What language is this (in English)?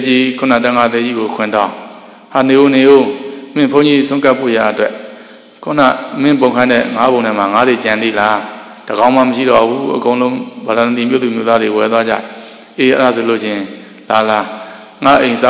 Burmese